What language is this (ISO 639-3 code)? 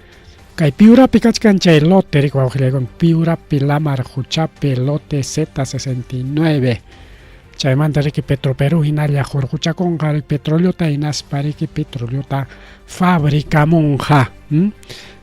quy